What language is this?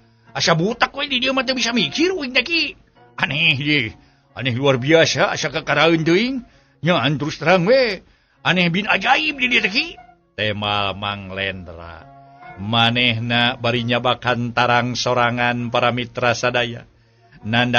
Sundanese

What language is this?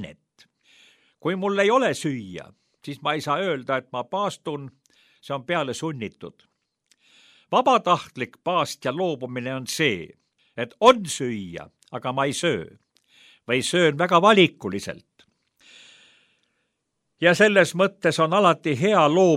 Estonian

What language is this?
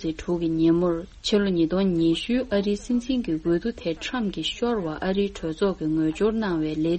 Tibetan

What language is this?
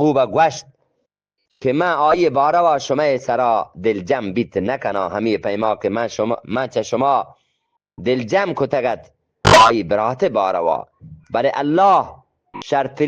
Eastern Balochi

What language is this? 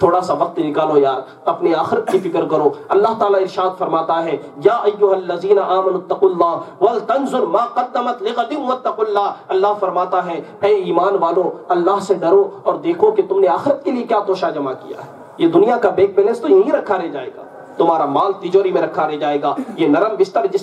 Urdu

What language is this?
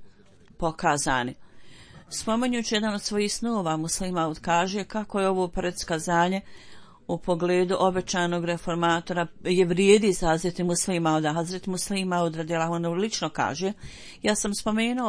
Bosnian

